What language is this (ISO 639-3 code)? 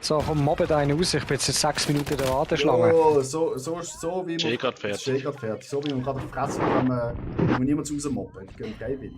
gsw